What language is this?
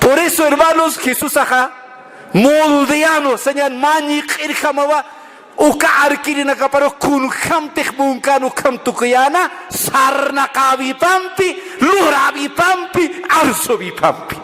Aymara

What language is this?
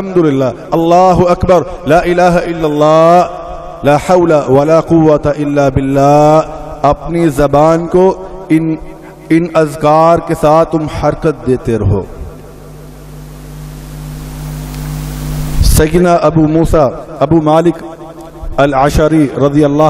Urdu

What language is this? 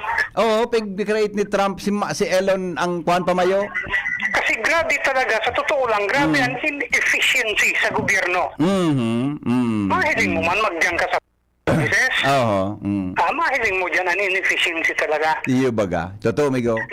Bikol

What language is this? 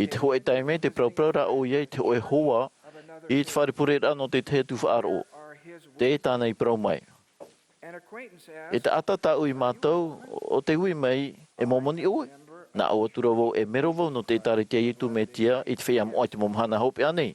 Tahitian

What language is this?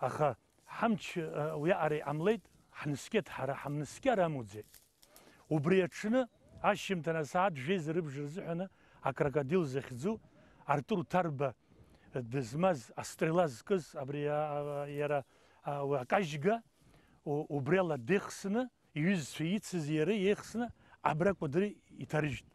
Abkhazian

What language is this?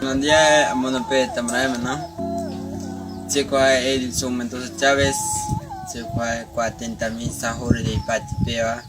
Guarani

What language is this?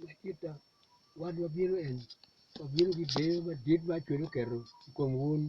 Acoli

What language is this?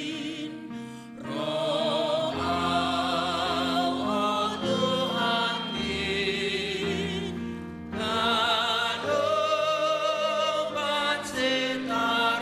Batak Simalungun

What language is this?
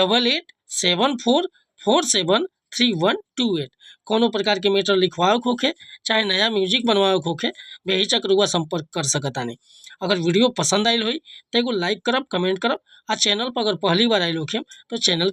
Bhojpuri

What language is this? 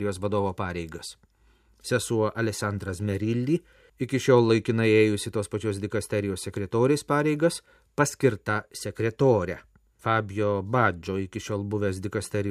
Lithuanian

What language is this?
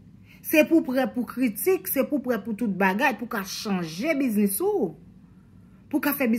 Haitian Creole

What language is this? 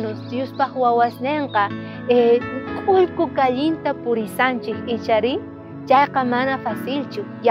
South Bolivian Quechua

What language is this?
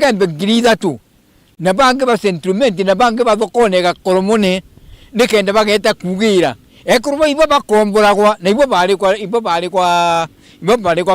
Meru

